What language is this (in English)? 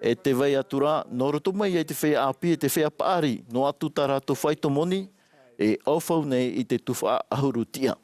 Tahitian